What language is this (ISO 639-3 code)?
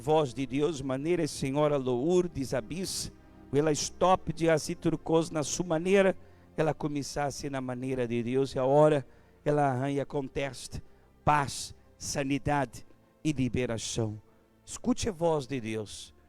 pap